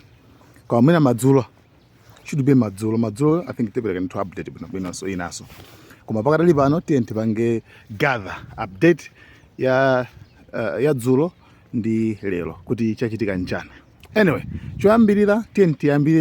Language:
Nyanja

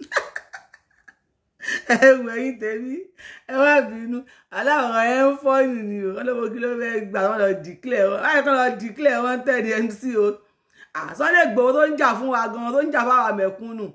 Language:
Yoruba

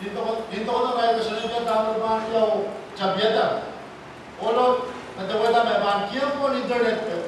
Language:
Pohnpeian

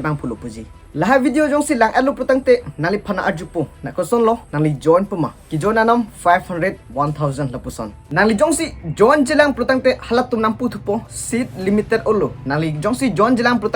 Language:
Karbi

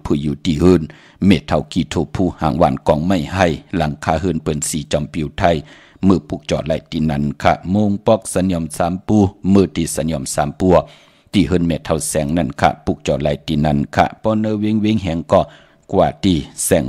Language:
Shan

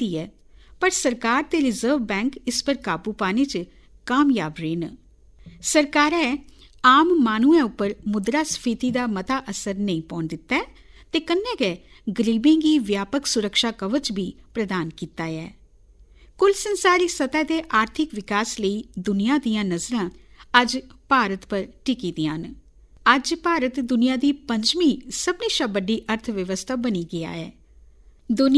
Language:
Dogri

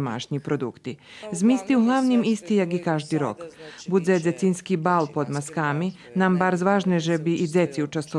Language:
Rusyn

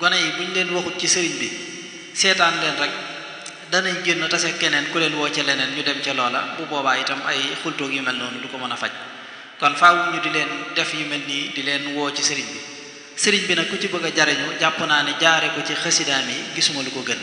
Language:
Wolof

